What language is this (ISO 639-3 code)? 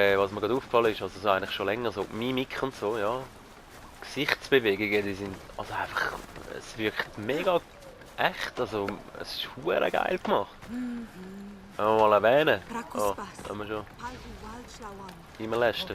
gsw